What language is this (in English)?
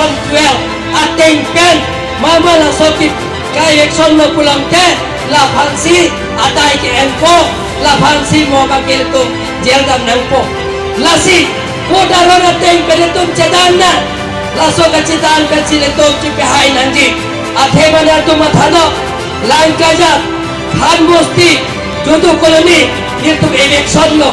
Karbi